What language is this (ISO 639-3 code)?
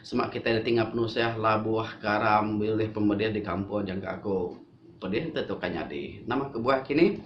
iba